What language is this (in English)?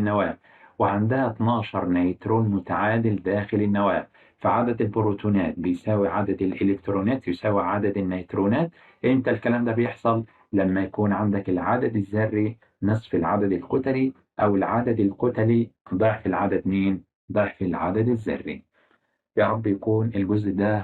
Egyptian Arabic